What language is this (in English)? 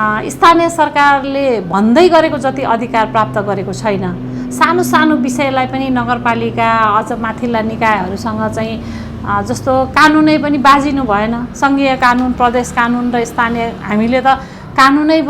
Nepali